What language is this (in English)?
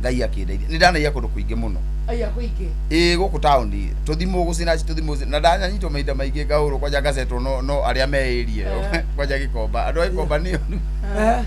Kikuyu